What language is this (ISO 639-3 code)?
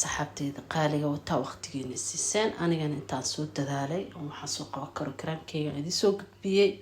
som